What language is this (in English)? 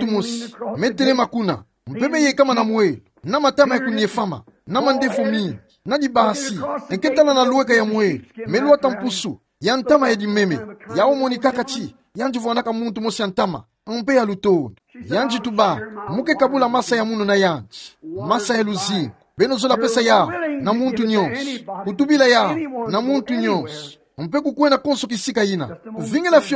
Kituba (Democratic Republic of Congo)